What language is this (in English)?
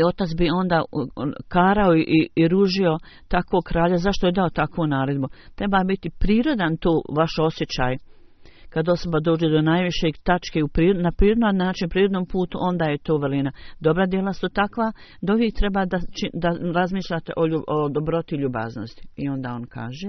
Bosnian